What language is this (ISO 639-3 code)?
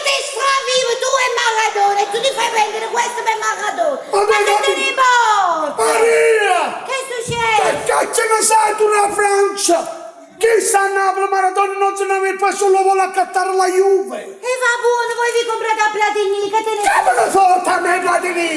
nap